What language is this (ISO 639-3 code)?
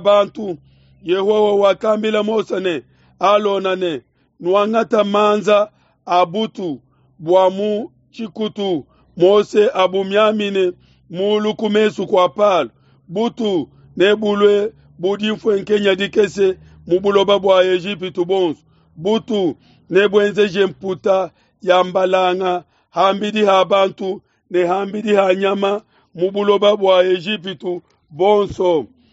lua